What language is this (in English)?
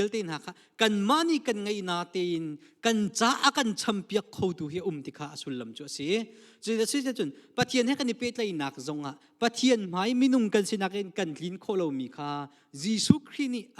Hakha Chin